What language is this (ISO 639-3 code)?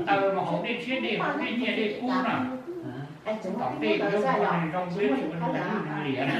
hmn